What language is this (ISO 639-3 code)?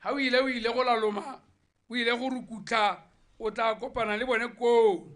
tsn